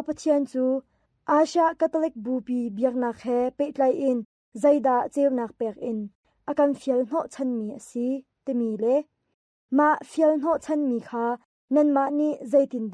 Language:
Hakha Chin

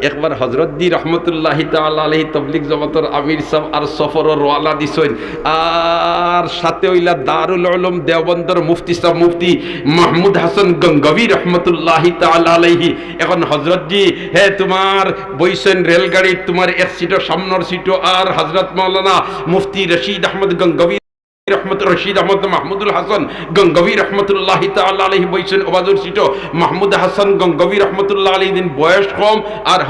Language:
Sylheti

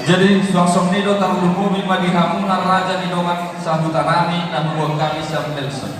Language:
Batak Toba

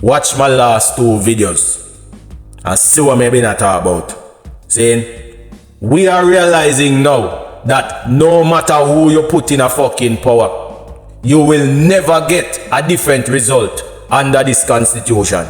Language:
Jamaican Creole English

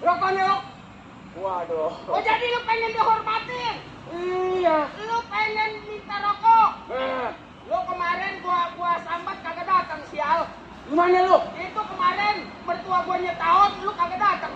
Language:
Betawi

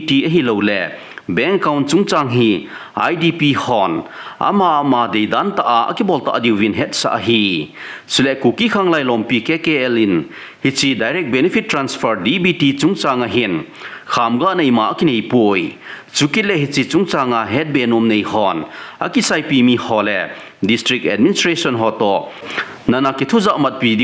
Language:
Thado Chin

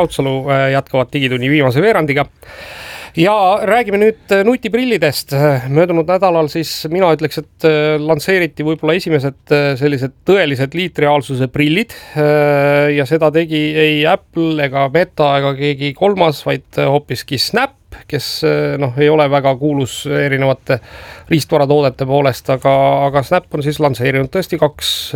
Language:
Estonian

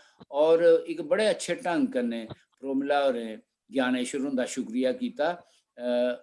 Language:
Dogri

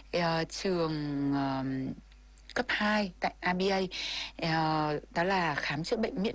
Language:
Vietnamese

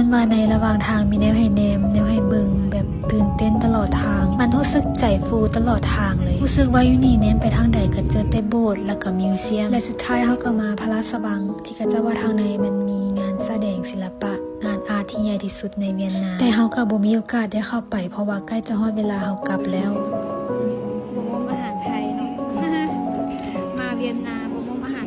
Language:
Lao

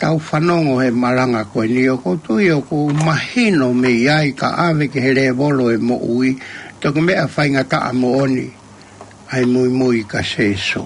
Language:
Tongan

